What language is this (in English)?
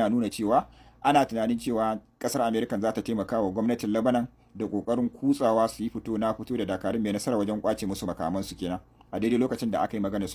Hausa